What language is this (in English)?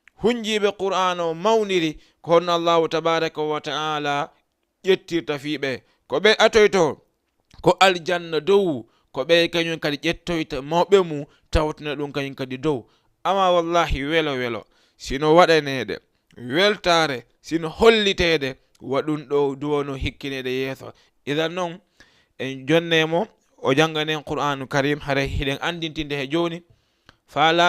Fula